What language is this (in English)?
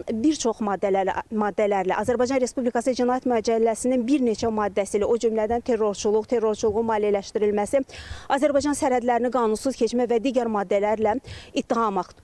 Azerbaijani